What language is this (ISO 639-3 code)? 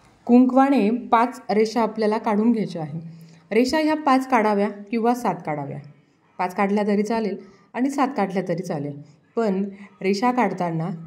mar